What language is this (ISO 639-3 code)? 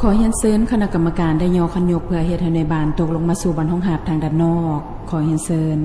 lao